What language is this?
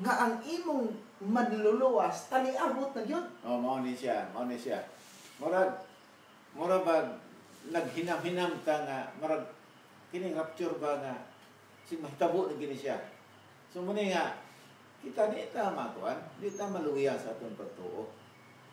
Cebuano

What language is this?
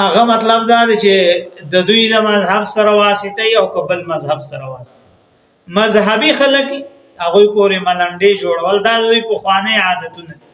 Pashto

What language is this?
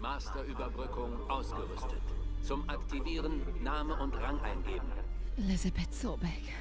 Swiss German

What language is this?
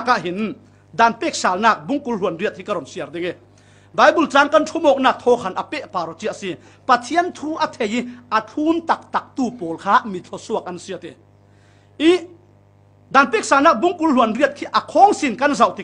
Falam Chin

